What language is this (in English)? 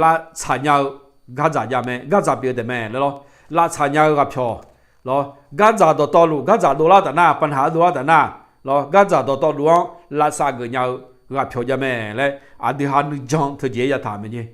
Akha